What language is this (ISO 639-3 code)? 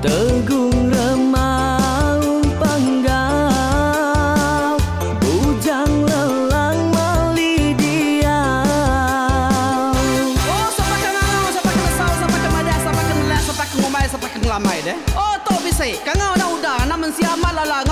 iba